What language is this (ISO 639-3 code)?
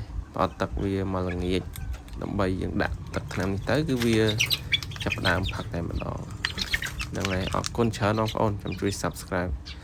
khm